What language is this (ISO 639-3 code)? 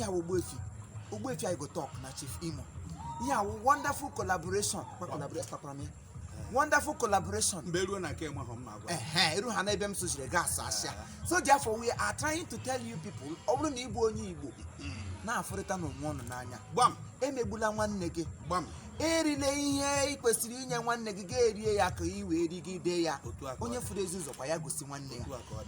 ibo